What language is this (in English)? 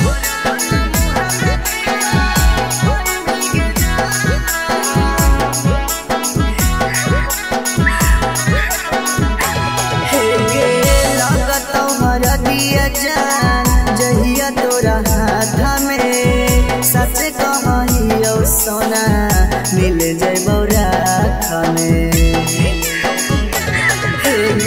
Magahi